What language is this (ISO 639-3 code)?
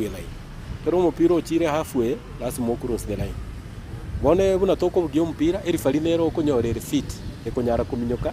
guz